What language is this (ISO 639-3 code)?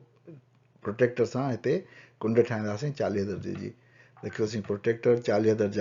snd